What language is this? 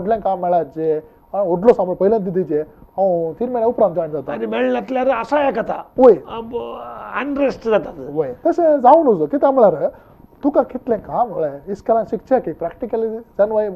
Konkani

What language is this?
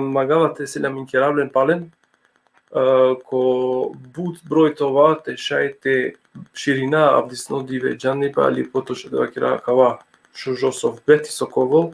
Balkan Romani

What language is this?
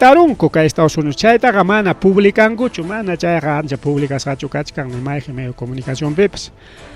Ayacucho Quechua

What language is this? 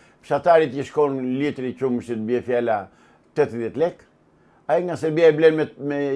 Albanian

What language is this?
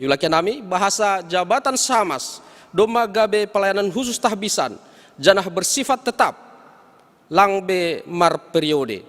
Batak Simalungun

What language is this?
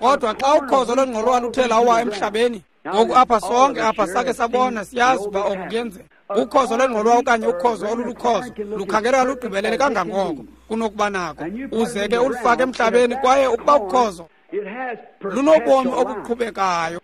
Xhosa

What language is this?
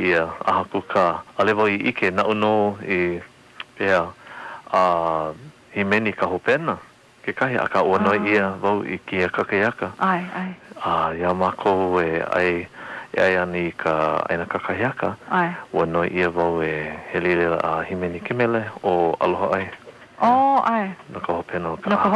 Hawaiian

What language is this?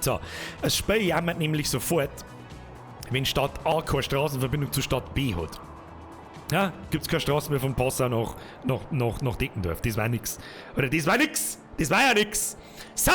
Bavarian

